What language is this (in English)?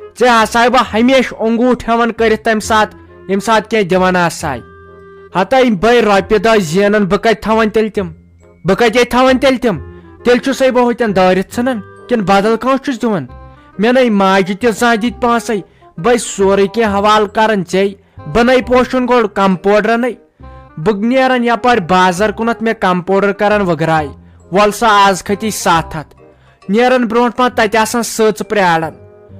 Kashmiri